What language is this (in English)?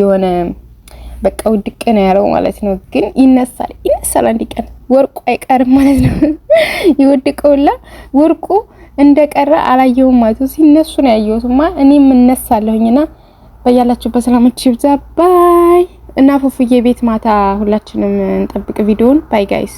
Amharic